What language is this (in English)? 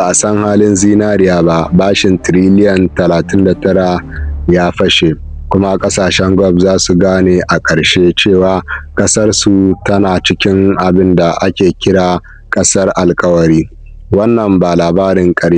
Hausa